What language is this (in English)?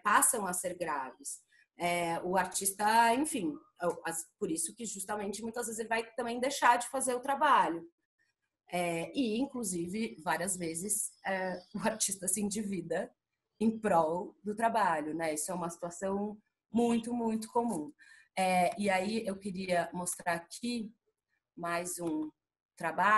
Portuguese